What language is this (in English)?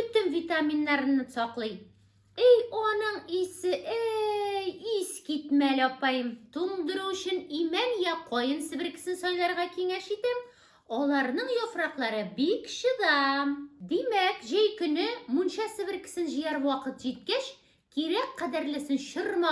Tatar